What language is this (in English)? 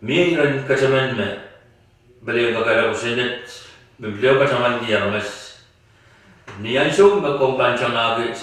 Pohnpeian